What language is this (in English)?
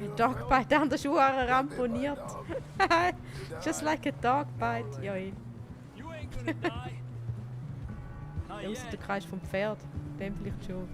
Swiss German